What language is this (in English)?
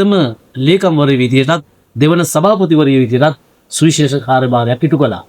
Sinhala